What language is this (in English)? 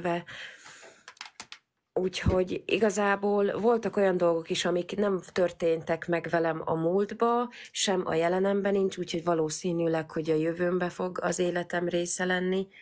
Hungarian